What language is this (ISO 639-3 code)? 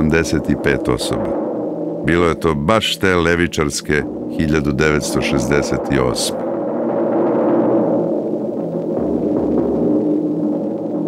srp